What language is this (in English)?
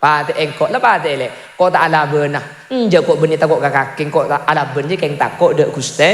Madurese